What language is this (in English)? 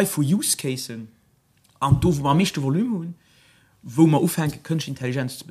Luxembourgish